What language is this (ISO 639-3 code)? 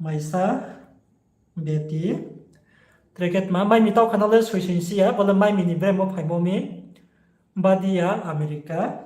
ria